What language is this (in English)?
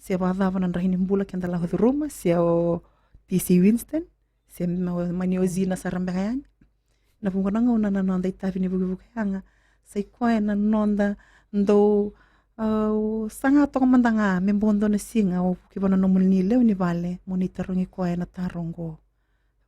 Fijian